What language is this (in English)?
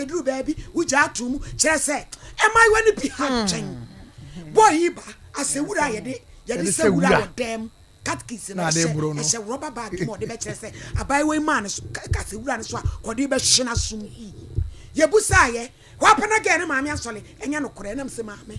Akan